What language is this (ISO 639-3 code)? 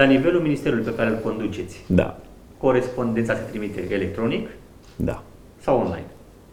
ron